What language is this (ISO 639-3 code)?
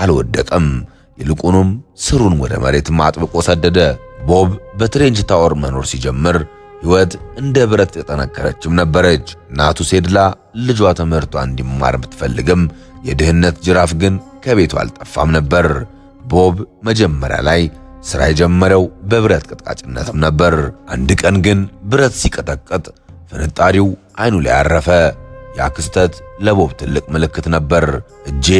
amh